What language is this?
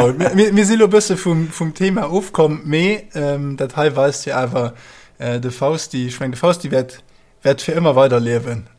Luxembourgish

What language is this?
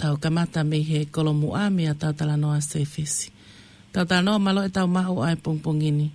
Tongan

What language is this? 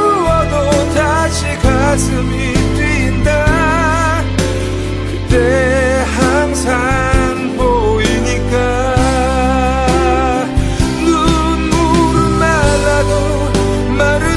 Korean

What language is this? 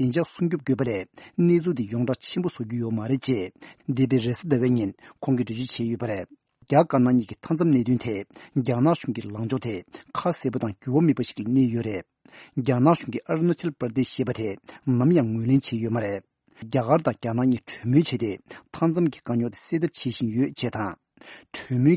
Tibetan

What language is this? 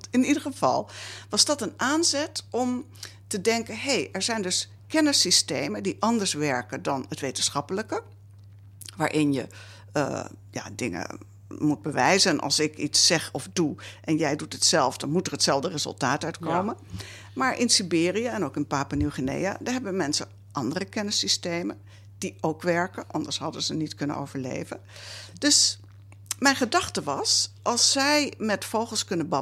Dutch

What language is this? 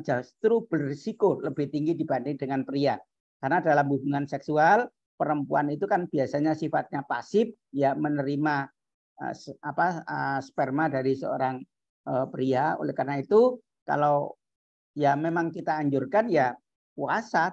Indonesian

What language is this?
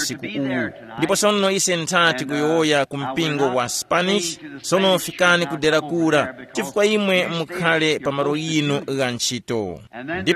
Tumbuka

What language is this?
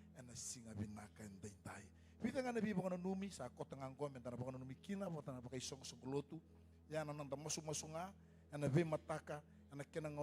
Fijian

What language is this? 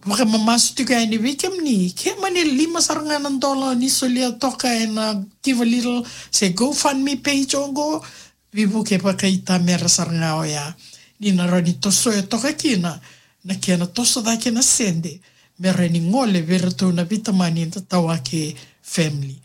Fijian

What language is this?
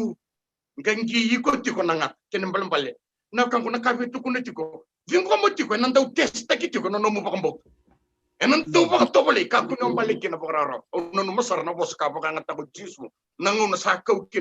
Fijian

